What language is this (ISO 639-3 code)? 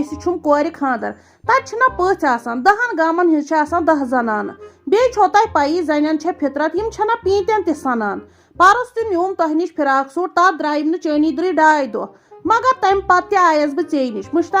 kas